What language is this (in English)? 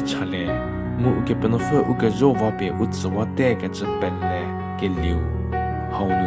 Angami Naga